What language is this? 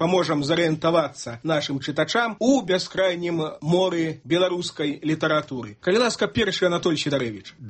Belarusian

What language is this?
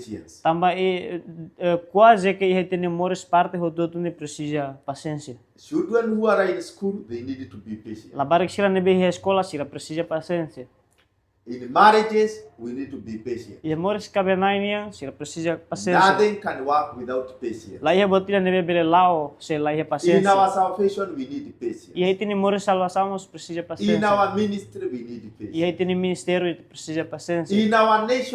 Tetum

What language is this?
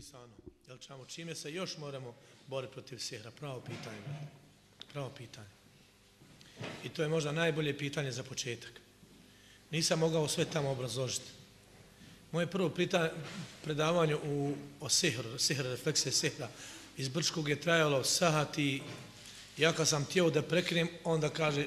Bosnian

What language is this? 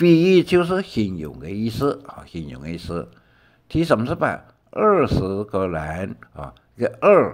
Hakka Chinese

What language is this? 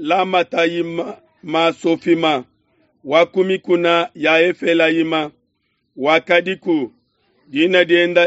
Luba-Lulua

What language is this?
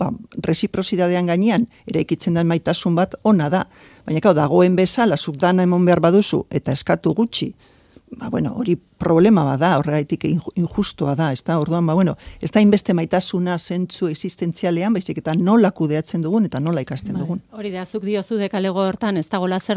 Basque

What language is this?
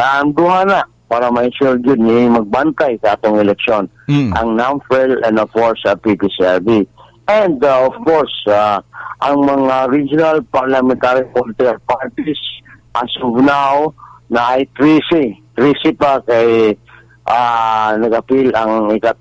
Cebuano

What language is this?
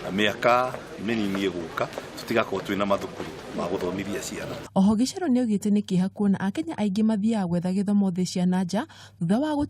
Kikuyu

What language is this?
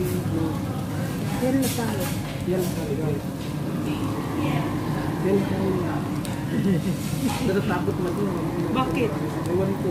Filipino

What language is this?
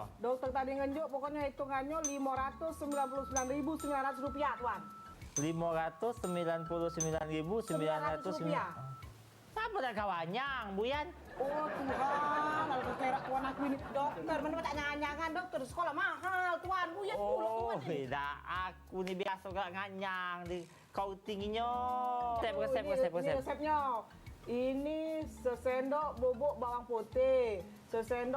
Musi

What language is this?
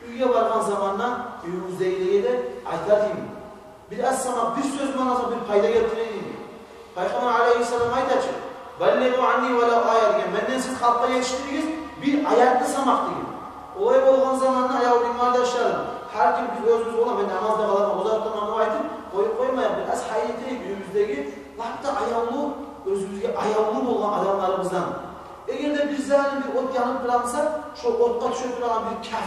Kumyk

